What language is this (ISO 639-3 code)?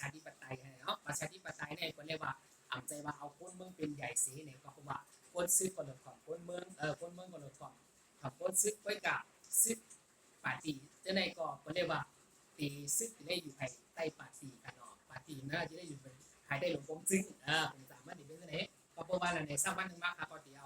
shn